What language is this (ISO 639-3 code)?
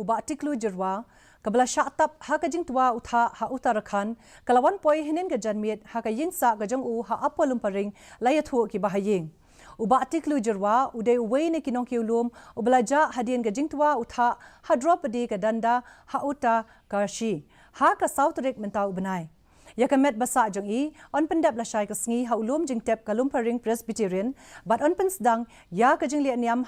kha